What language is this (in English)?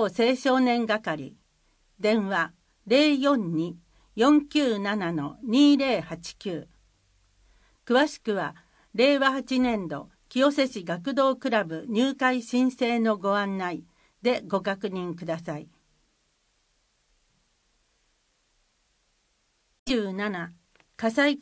Japanese